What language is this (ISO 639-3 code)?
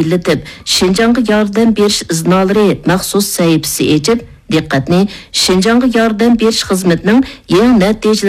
uig